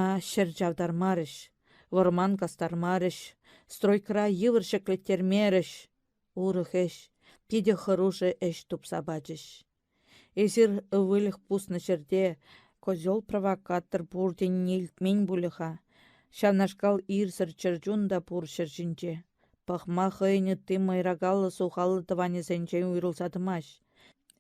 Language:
Chuvash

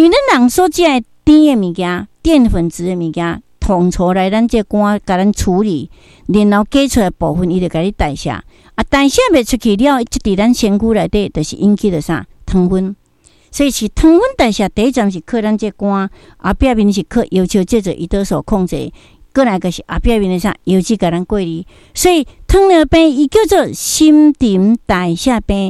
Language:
Min Nan Chinese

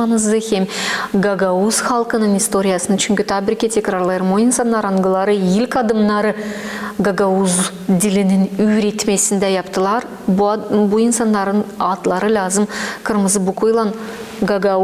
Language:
Gagauz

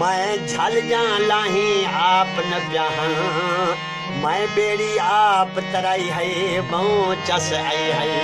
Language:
Saraiki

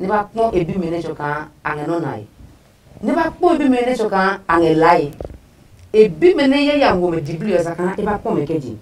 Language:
Adangme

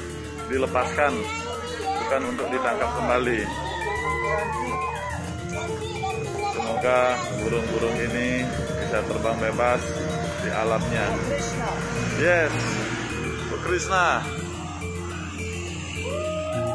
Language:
Indonesian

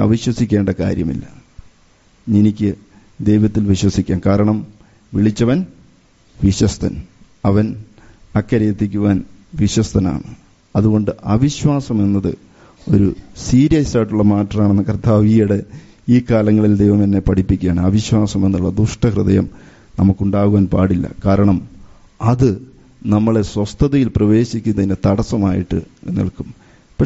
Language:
Malayalam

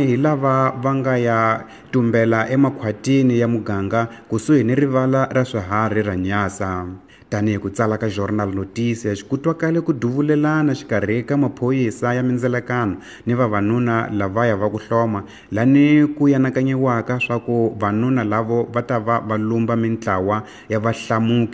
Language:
Tsonga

